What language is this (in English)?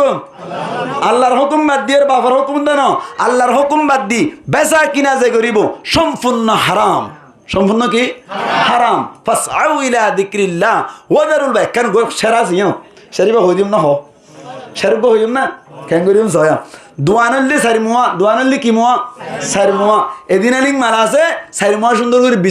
Rohingya